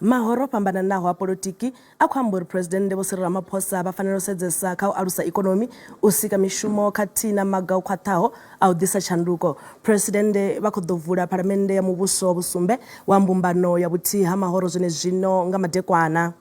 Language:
Venda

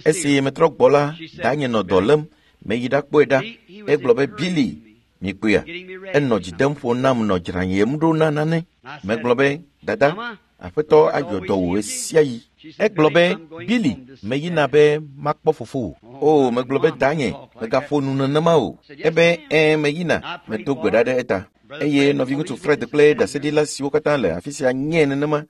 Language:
Ewe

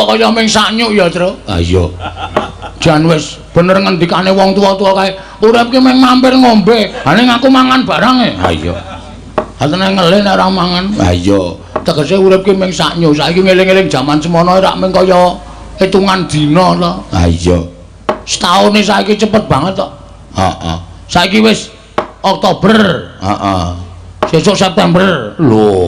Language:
Javanese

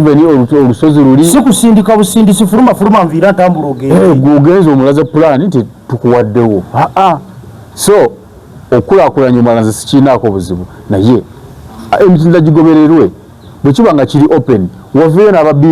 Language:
Ganda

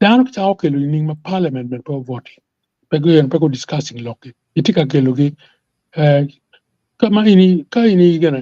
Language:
Acoli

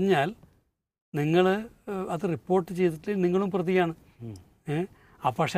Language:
Malayalam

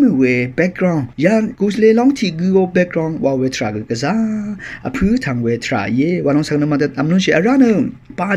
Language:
Rawang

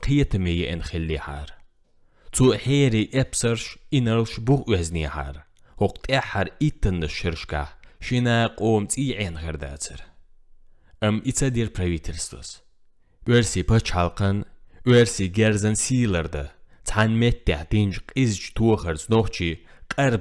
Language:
Chechen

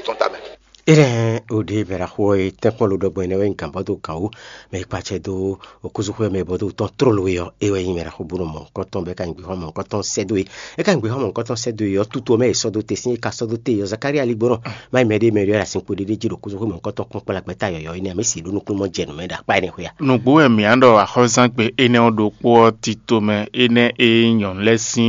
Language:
Fon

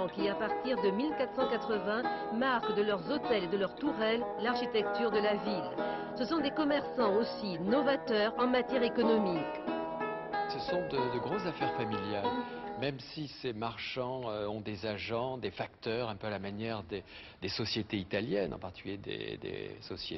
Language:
French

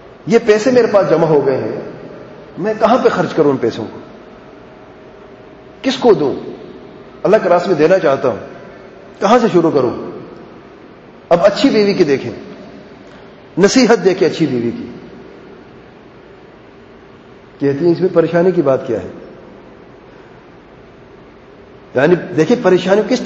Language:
Urdu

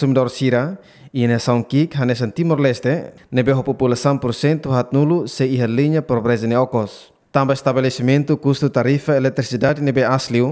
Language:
Tetum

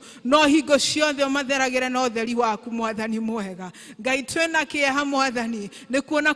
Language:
Kikuyu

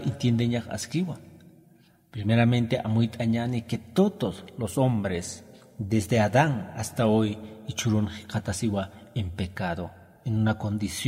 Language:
Aymara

